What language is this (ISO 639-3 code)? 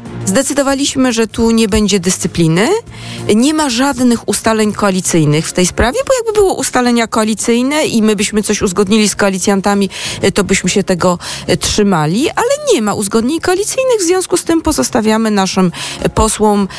pol